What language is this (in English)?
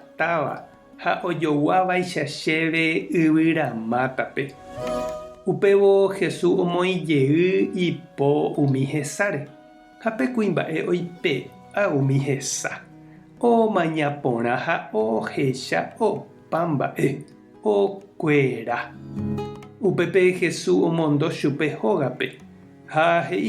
Guarani